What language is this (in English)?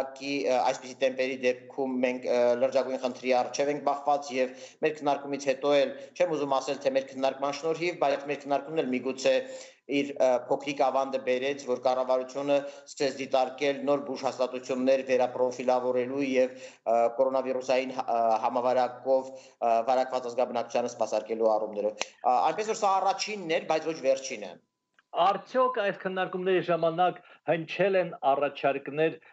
Armenian